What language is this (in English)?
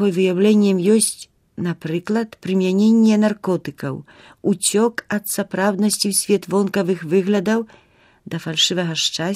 Belarusian